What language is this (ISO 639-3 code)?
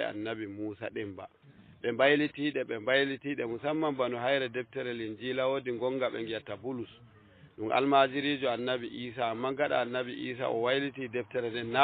ful